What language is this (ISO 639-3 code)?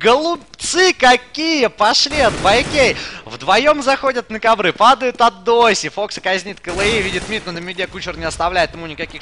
rus